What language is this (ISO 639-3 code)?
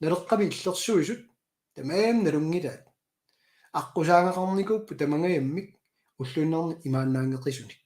kal